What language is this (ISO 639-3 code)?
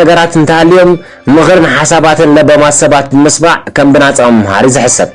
tir